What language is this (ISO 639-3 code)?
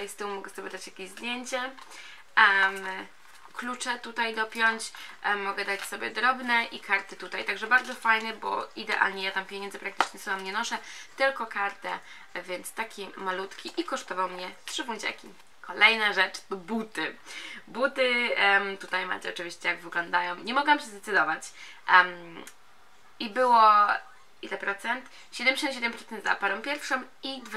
pol